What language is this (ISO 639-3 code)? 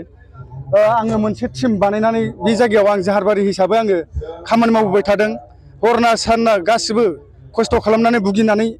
brx